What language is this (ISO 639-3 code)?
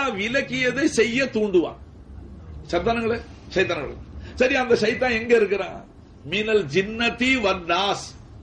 tam